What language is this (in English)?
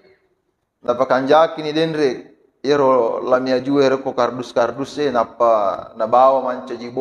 Buginese